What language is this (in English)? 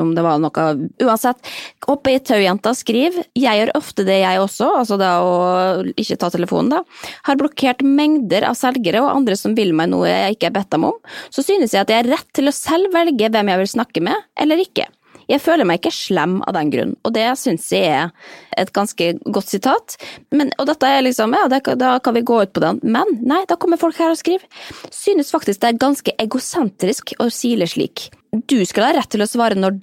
Norwegian